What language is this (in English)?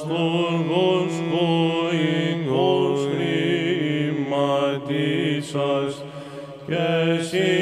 Greek